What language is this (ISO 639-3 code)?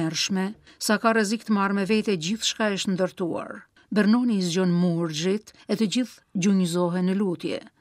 sqi